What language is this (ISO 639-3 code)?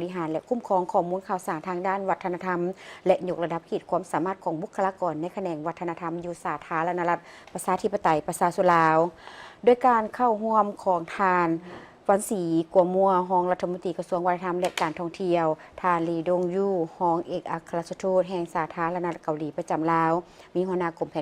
lao